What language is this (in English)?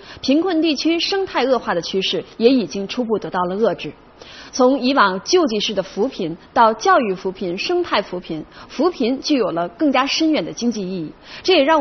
Chinese